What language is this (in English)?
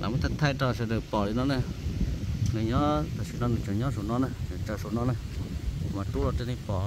Hmong